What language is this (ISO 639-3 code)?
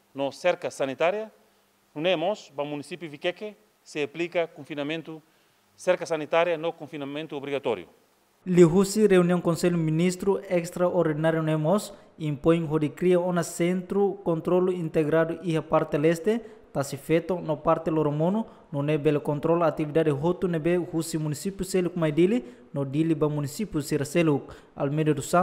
tet